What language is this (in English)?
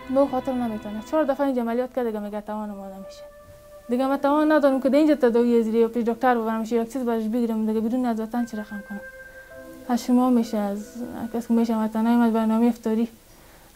Persian